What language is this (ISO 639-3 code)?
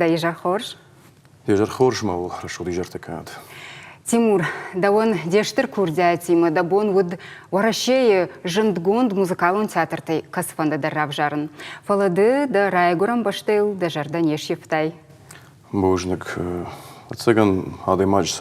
oss